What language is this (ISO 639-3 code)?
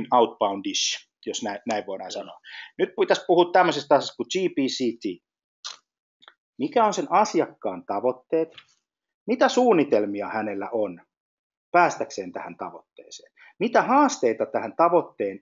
fin